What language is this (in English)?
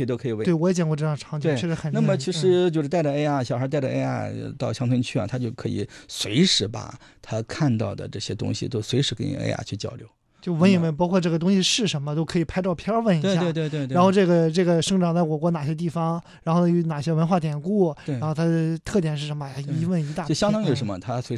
Chinese